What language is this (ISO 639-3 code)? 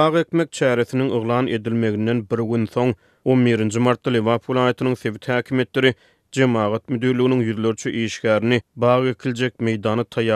tuk